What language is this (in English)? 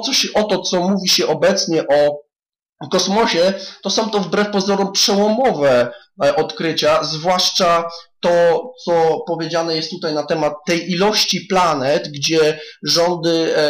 Polish